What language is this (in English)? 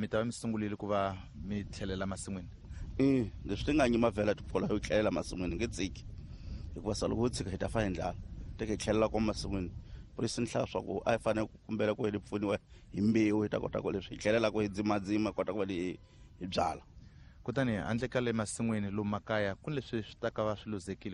Tsonga